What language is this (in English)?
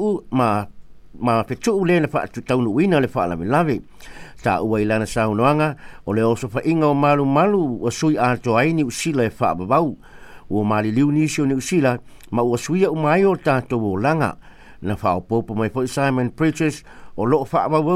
Samoan